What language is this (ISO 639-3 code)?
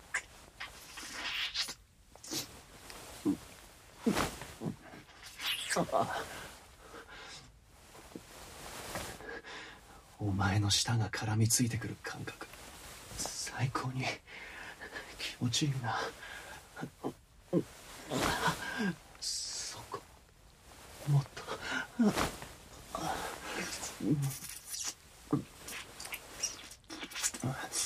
jpn